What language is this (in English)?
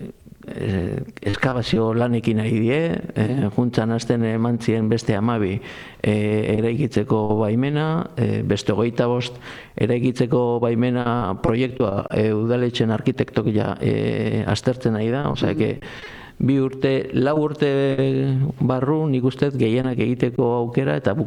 Basque